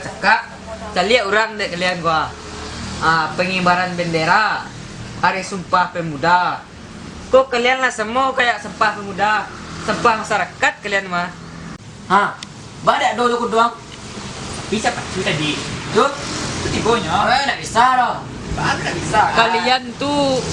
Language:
Minangkabau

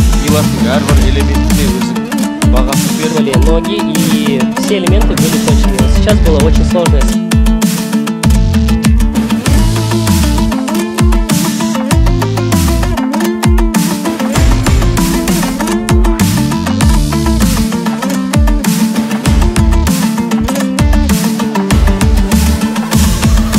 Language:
Kazakh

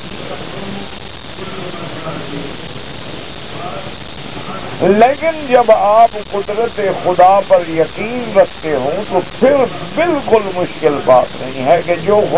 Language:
Urdu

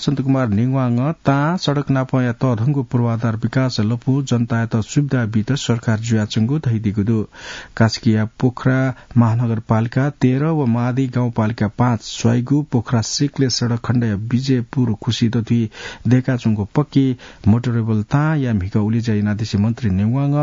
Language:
Newari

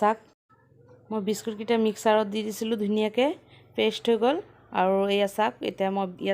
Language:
Assamese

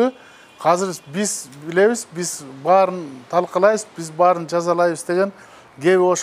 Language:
Kyrgyz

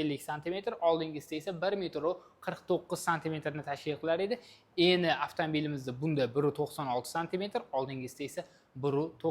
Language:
Uzbek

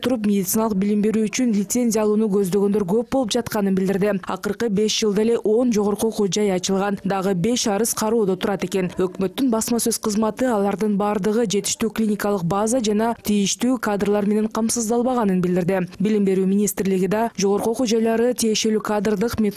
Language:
Kyrgyz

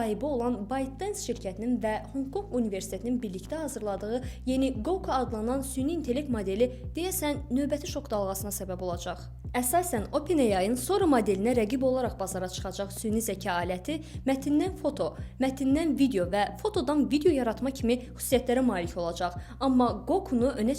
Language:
Azerbaijani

